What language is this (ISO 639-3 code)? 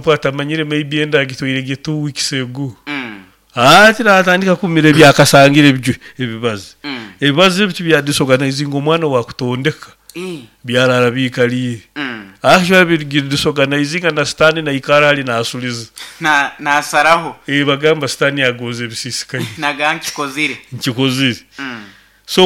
nyo